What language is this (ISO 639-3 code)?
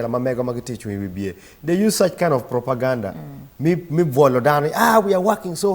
ach